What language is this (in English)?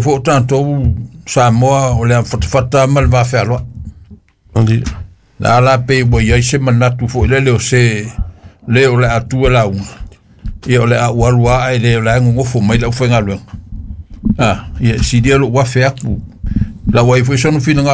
Samoan